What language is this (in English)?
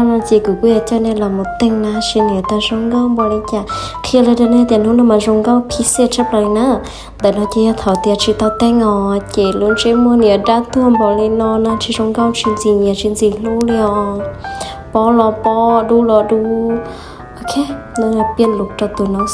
Hmong